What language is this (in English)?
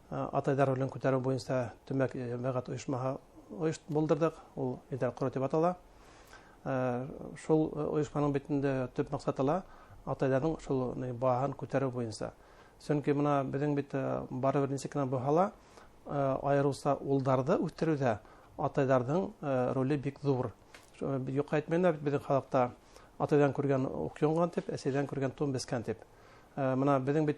Bashkir